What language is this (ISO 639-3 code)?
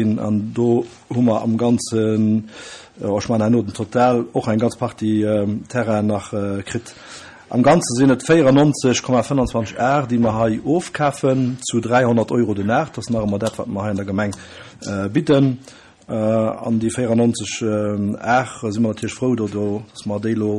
ltz